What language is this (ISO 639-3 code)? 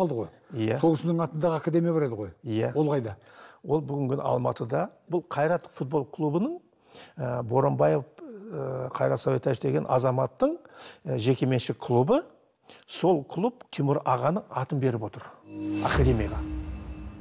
kaz